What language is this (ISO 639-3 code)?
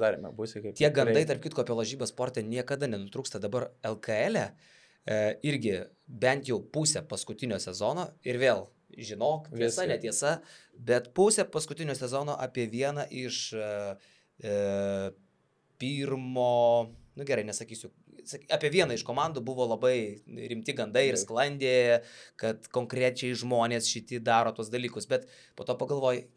lit